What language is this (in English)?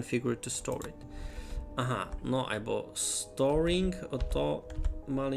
Rusyn